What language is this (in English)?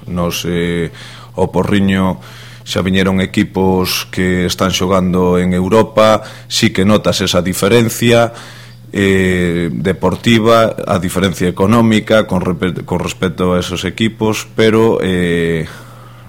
Galician